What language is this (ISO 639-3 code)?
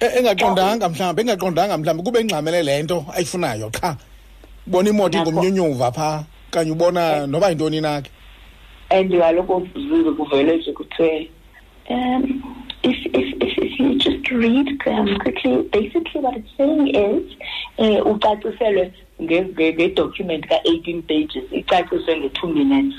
xho